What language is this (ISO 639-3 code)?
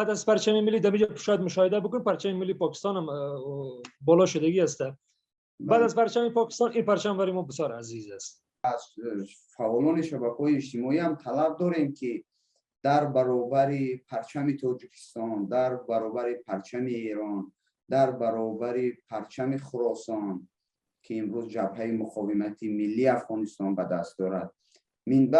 fas